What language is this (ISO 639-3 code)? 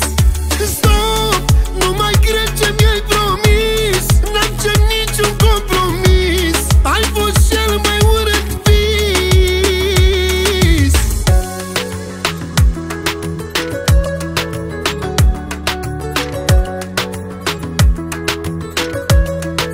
ron